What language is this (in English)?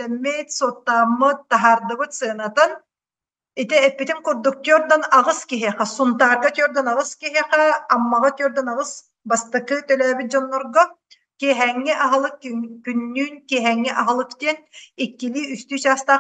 Yakut